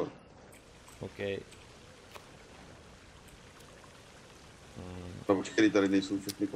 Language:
Czech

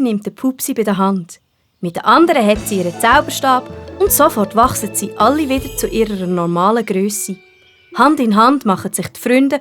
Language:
Swiss German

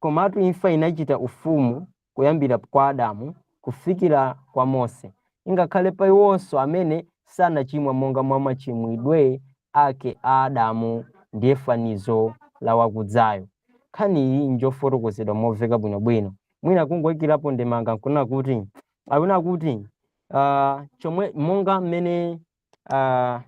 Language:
Nyanja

